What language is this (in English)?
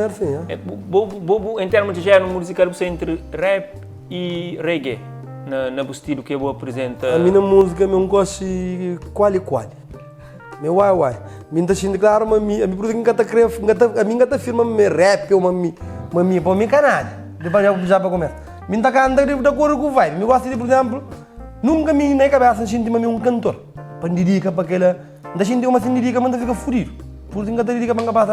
Kabuverdianu